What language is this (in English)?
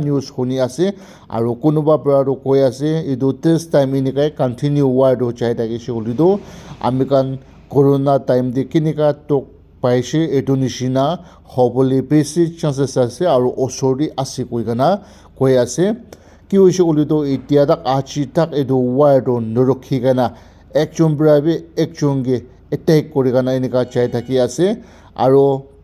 Naga Pidgin